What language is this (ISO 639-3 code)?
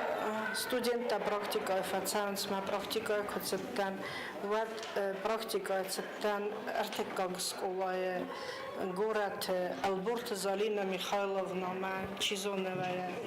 oss